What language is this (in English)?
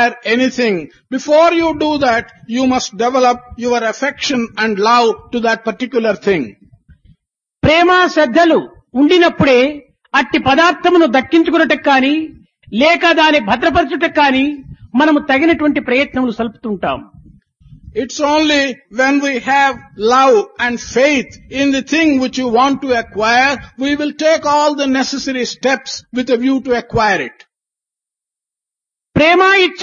Telugu